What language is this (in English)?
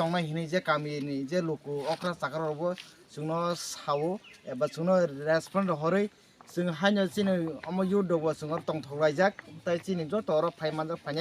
Kok Borok